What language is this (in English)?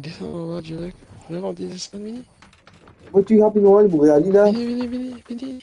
Morisyen